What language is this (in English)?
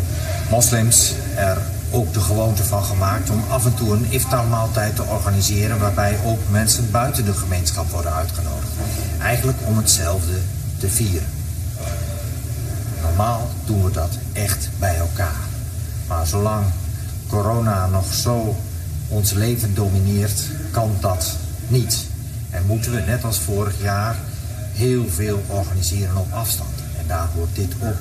Dutch